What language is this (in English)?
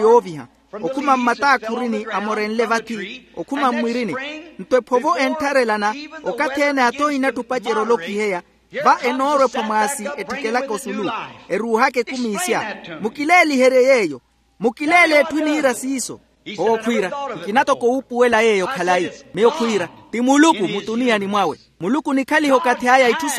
Makhuwa